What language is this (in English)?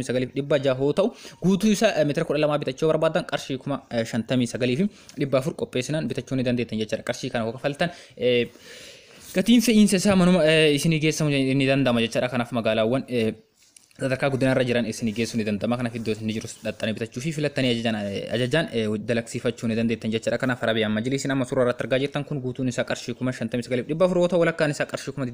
Oromo